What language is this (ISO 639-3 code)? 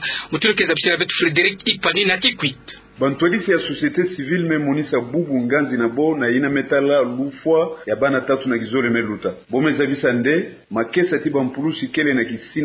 ktu